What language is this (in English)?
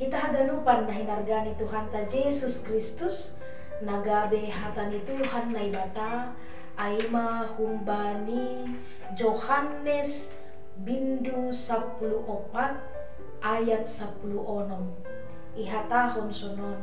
Batak Simalungun